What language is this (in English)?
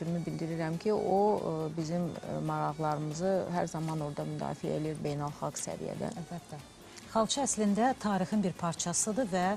Azerbaijani